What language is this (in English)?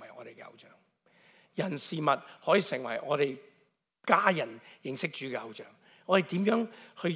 Cantonese